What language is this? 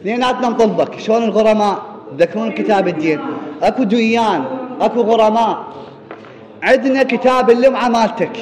Mesopotamian Arabic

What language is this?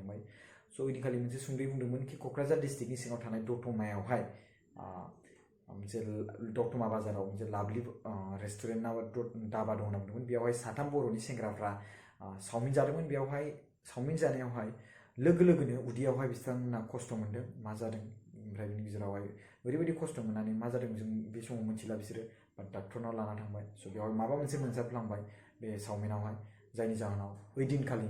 Bodo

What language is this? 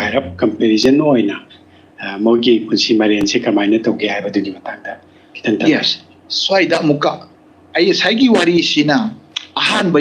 Manipuri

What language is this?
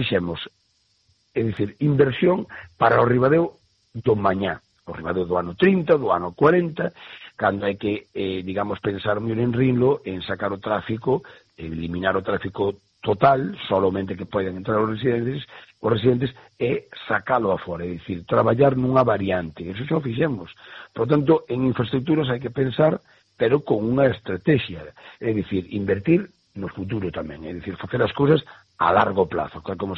Galician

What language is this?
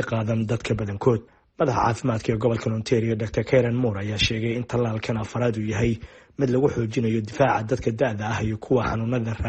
Somali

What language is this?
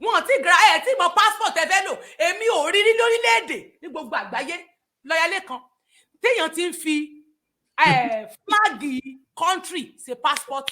Yoruba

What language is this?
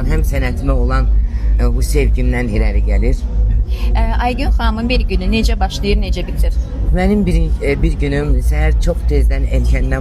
Azerbaijani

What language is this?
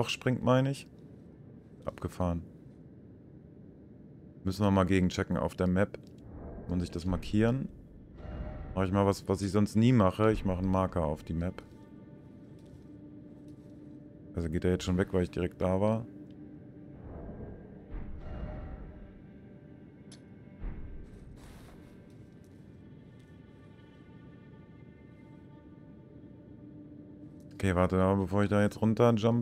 German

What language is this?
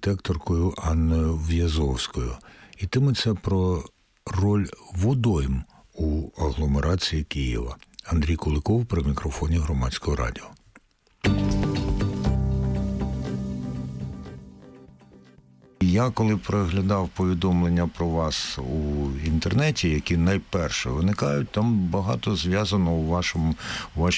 Ukrainian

